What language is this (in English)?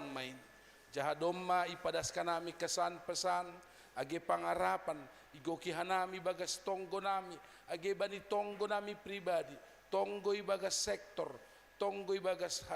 Batak Simalungun